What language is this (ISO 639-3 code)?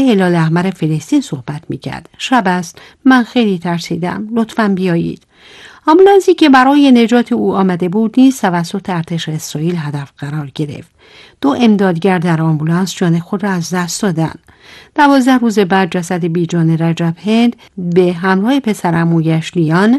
fas